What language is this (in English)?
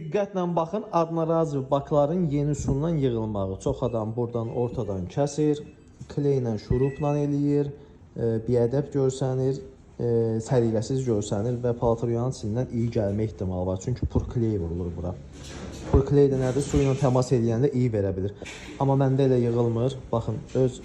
Azerbaijani